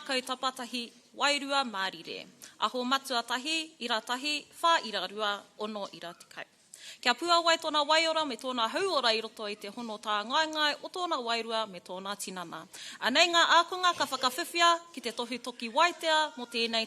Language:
Māori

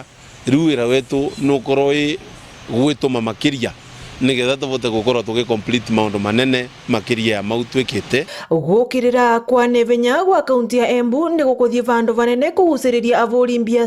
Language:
Meru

